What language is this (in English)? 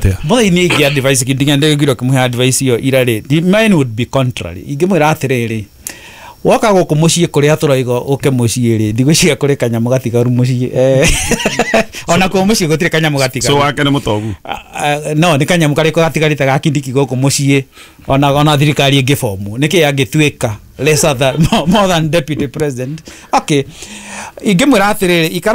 Kikuyu